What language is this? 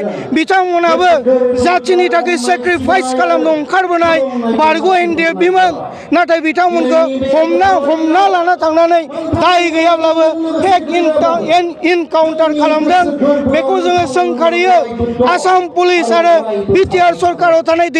Bodo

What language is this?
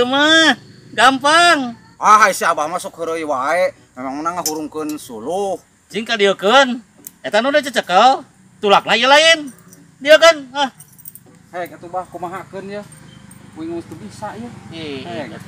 Sundanese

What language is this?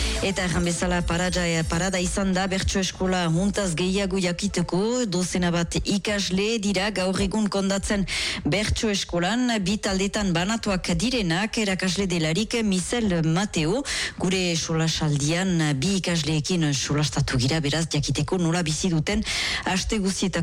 Basque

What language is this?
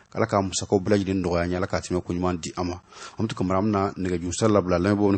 Bambara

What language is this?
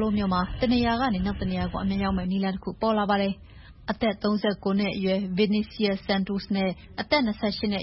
Burmese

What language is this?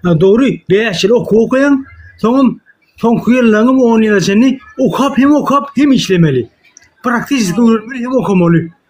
Turkmen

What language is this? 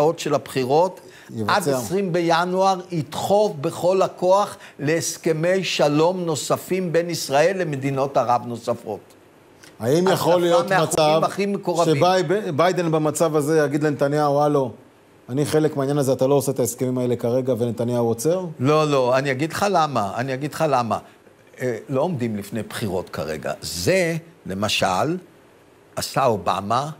Hebrew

